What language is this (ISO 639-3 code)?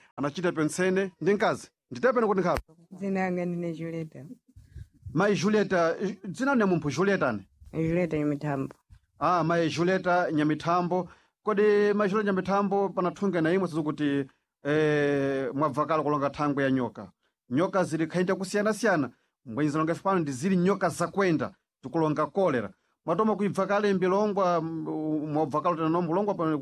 seh